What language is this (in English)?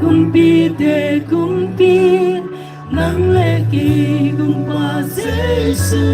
Paite Chin